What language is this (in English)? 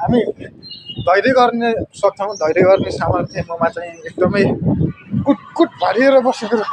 Nepali